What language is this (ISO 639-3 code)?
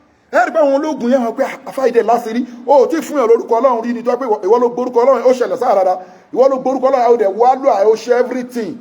yor